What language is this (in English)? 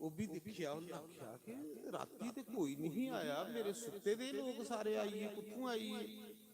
Dogri